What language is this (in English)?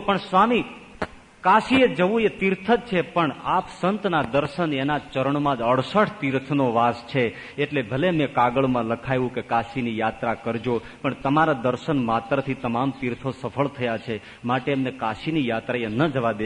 Gujarati